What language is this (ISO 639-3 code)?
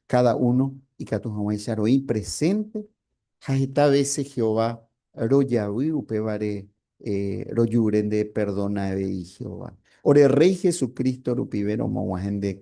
grn